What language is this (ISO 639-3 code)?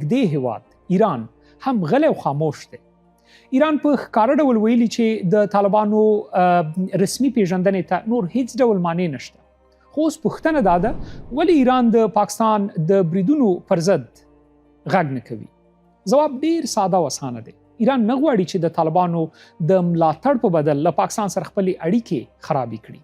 pus